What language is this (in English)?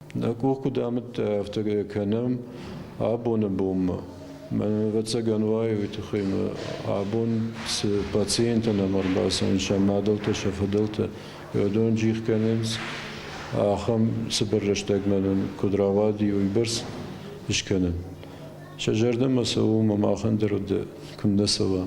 Ossetic